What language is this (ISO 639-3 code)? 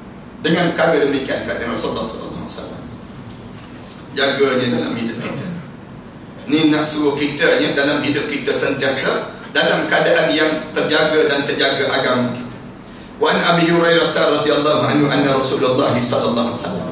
msa